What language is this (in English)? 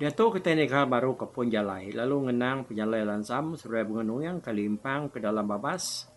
Iban